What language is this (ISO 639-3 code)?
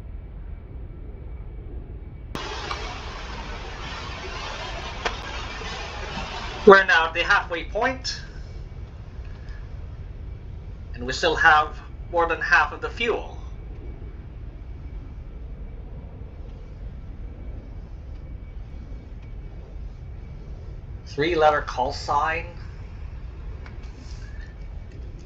eng